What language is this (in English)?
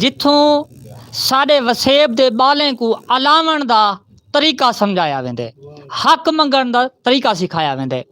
Saraiki